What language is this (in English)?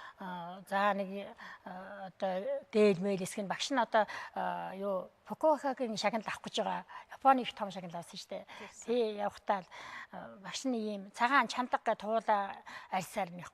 Mongolian